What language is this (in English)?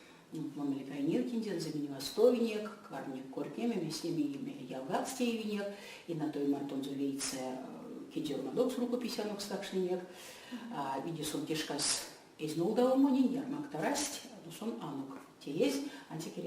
Erzya